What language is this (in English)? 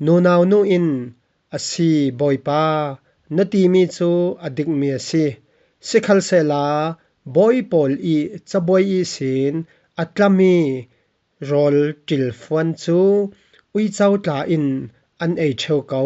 Falam Chin